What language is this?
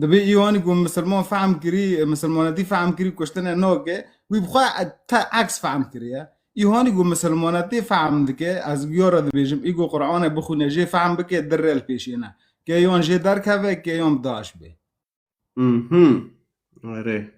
Kurdish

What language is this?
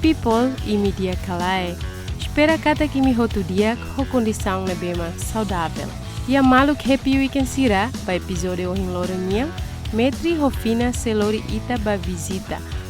Tetum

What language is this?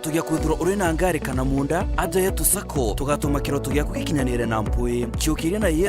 Meru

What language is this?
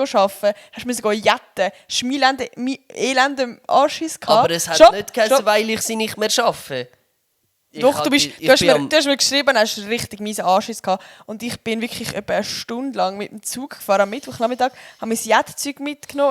Swiss German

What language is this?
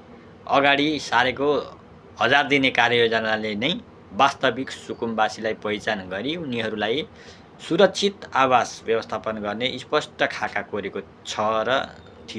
Nepali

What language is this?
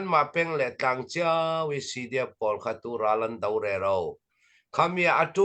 Hakha Chin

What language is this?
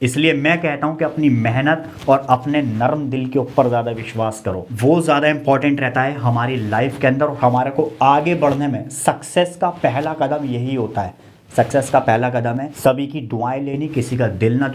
Hindi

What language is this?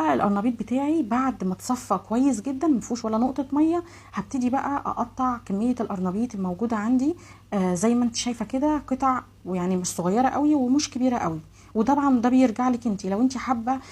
Egyptian Arabic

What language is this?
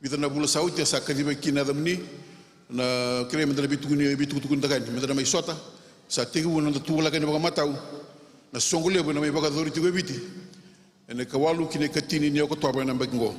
Fijian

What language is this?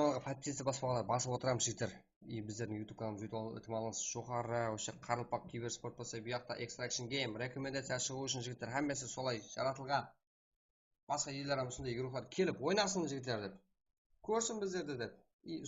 Kara-Kalpak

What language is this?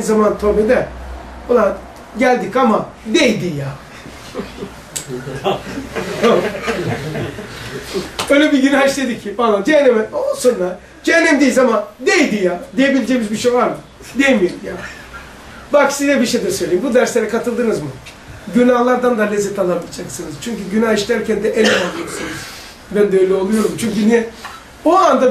Turkish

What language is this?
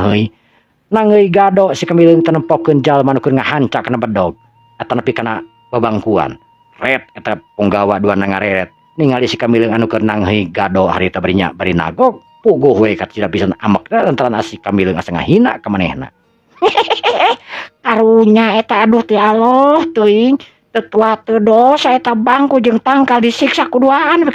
Sundanese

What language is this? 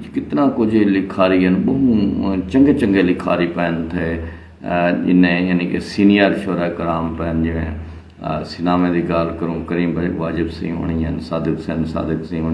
Saraiki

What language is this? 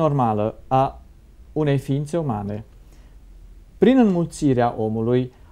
Romanian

